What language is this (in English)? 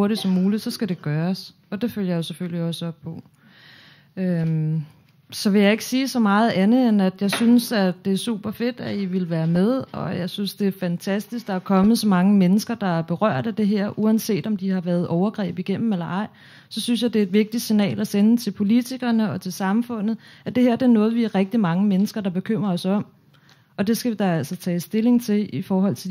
Danish